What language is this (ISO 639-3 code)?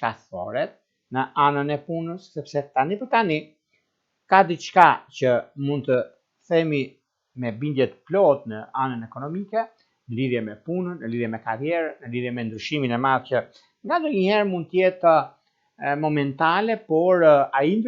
sqi